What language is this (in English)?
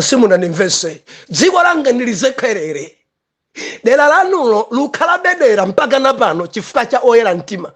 Nyanja